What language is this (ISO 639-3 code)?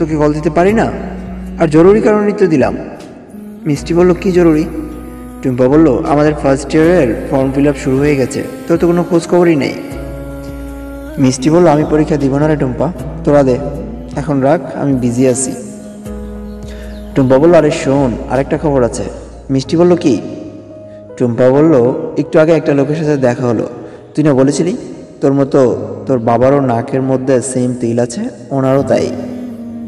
ben